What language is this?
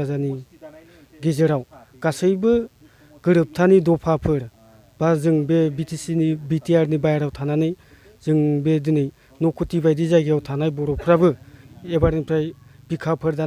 Bodo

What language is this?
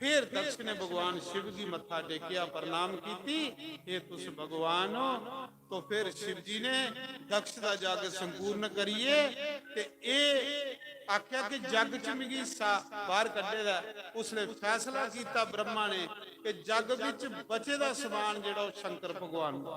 Dogri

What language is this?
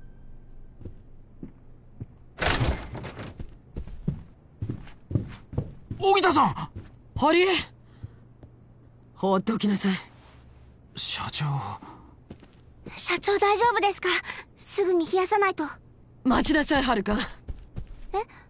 Japanese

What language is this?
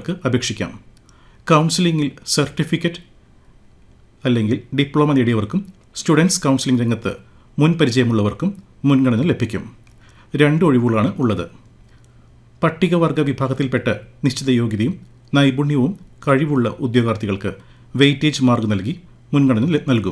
Malayalam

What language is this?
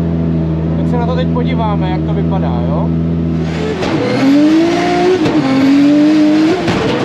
Czech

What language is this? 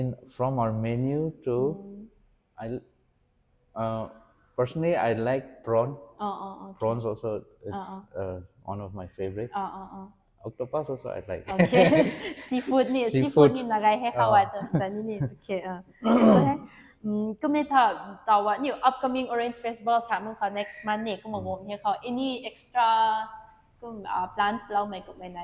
Rongmei Naga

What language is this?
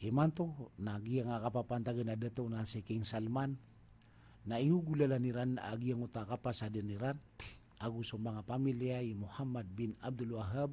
Maranao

